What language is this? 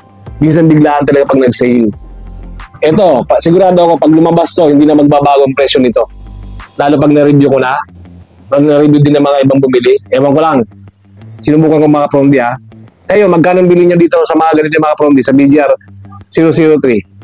Filipino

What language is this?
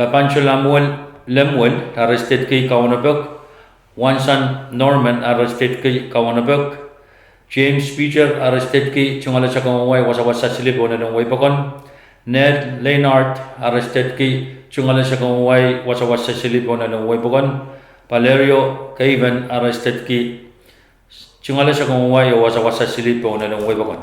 Pohnpeian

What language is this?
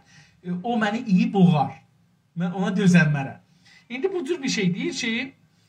South Azerbaijani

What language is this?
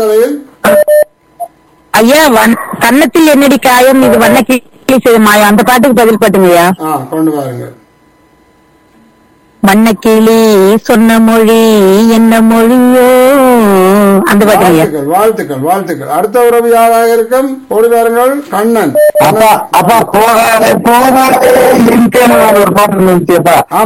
Tamil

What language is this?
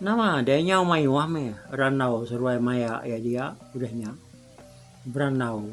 Iban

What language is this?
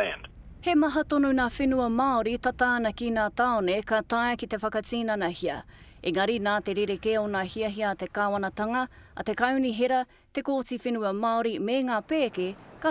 Māori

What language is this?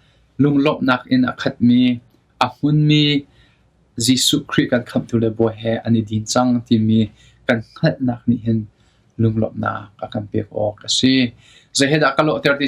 Hakha Chin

